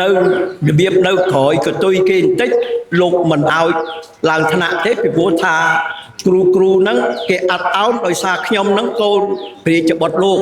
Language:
Khmer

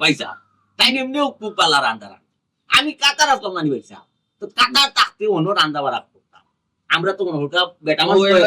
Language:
Sylheti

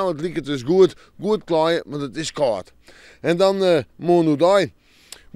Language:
Western Frisian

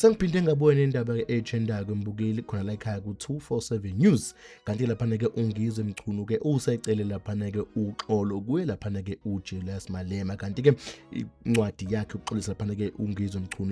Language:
Zulu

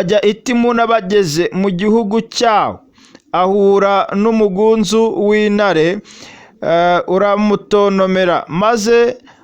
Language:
Kinyarwanda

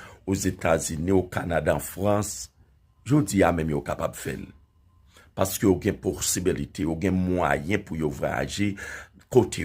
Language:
Haitian Creole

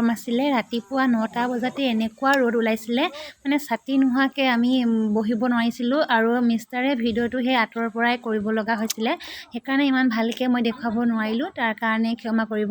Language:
Assamese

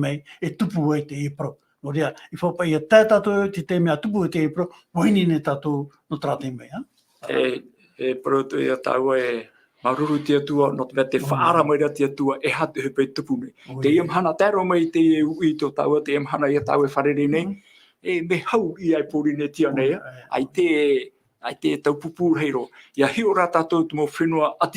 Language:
Tahitian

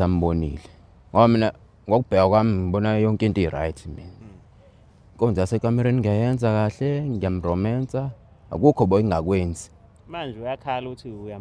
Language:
Zulu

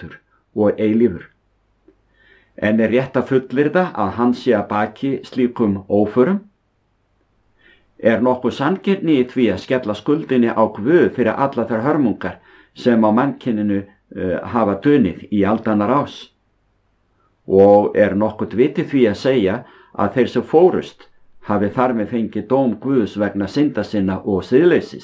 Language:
Icelandic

